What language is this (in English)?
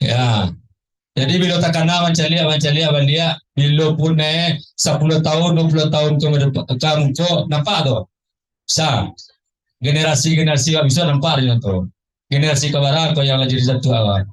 Minangkabau